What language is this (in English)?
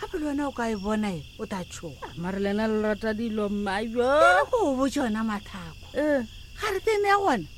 Northern Sotho